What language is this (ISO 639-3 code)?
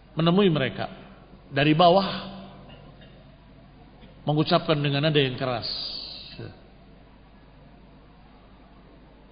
ind